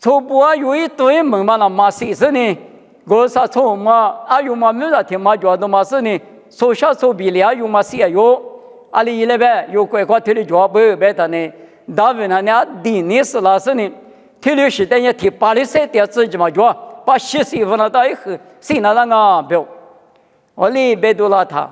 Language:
Lisu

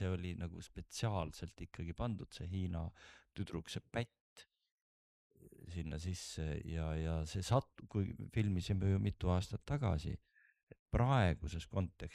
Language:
Estonian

